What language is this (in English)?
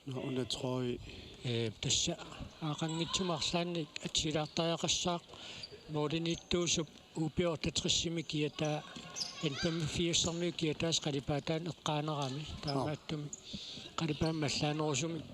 Kalaallisut